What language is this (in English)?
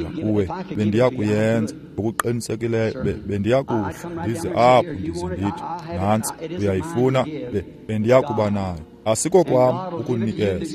Xhosa